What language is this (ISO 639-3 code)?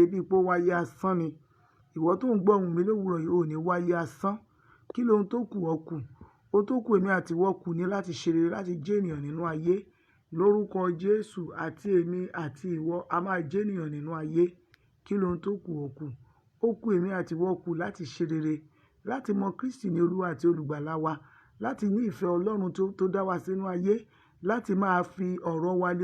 yor